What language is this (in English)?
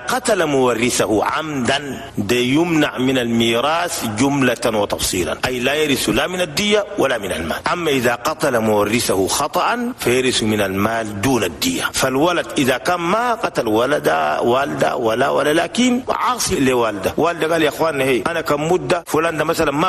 Chadian Arabic